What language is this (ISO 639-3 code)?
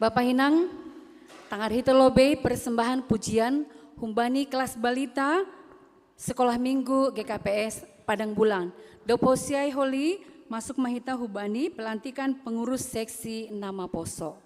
bts